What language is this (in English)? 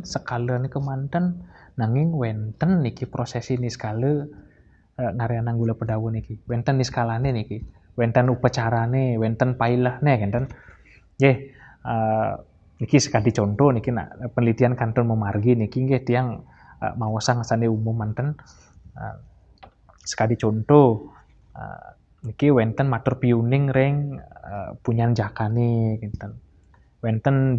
Balinese